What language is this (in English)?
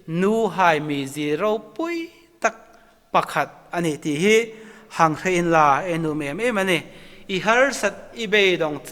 Hmar